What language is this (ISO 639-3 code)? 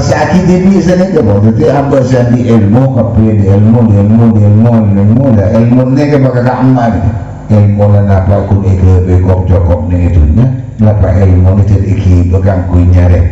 mad